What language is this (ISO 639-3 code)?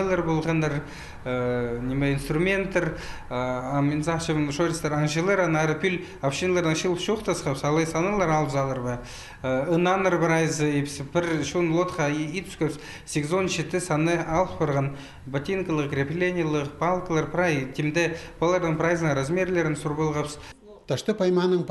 kjh